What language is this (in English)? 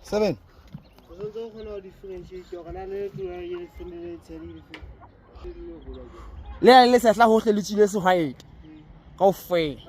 Southern Sotho